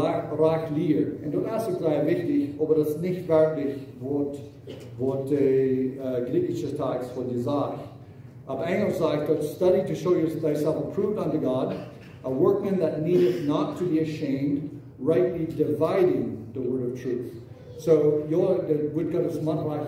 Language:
Plautdietsch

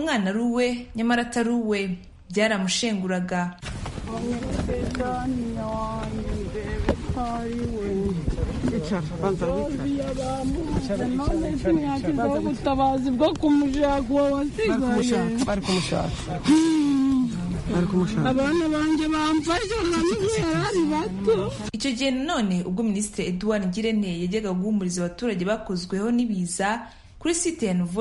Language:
Kinyarwanda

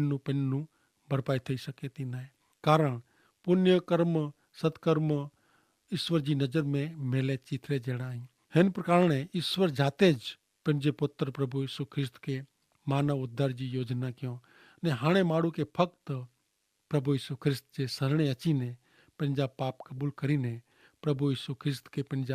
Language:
Kachhi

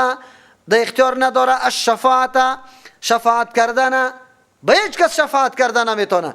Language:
Persian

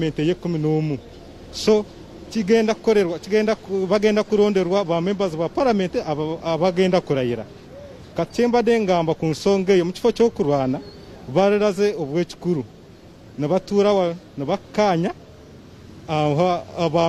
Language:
Ganda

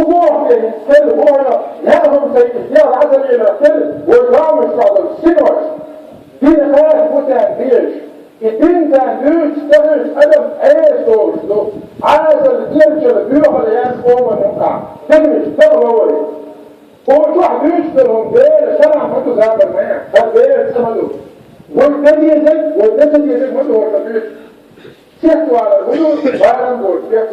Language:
Chechen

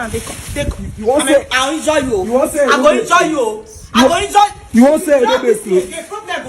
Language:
Nigerian Pidgin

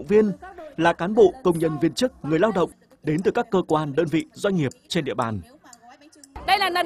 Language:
Vietnamese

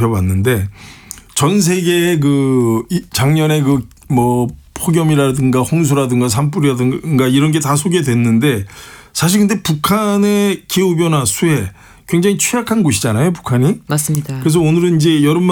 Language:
Korean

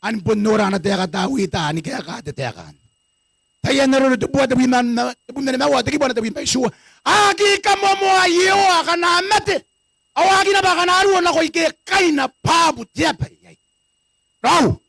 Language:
Gilbertese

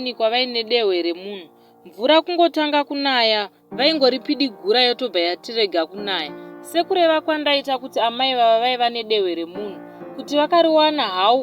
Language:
Shona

